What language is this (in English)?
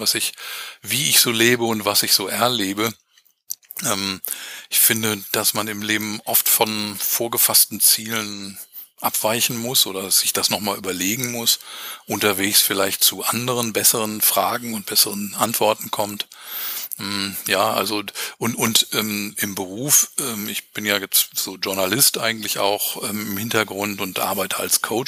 German